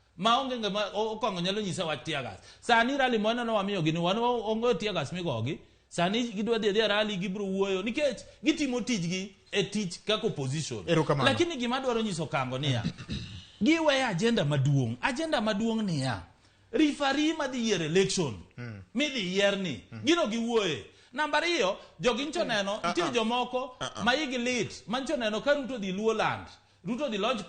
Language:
Luo (Kenya and Tanzania)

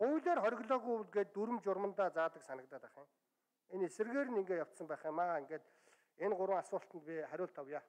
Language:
Mongolian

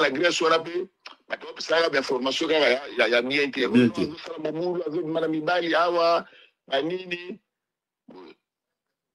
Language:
Lingala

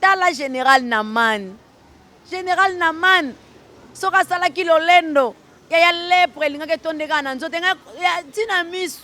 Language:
Lingala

